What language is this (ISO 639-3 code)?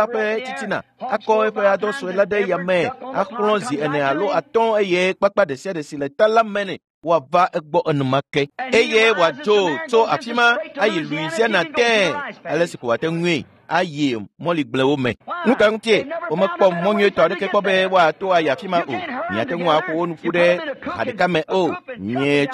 ewe